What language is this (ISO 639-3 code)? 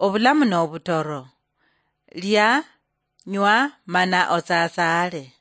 luy